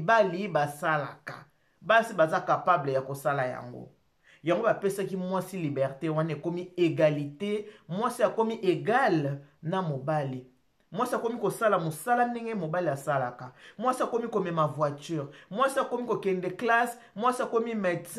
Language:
Lingala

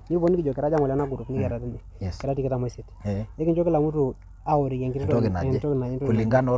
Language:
Masai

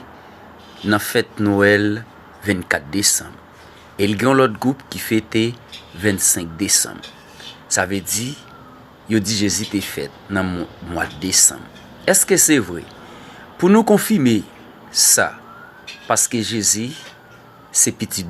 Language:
Haitian Creole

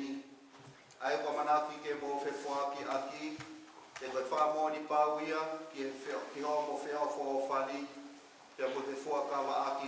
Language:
Tongan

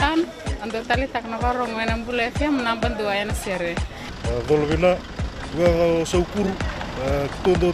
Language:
Fijian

